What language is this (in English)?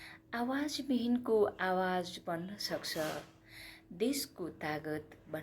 Nepali